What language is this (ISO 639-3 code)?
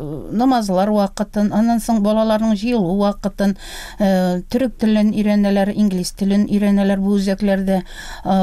tat